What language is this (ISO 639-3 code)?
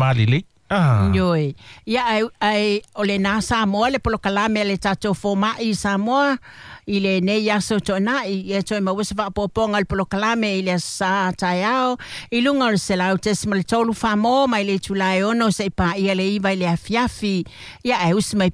smo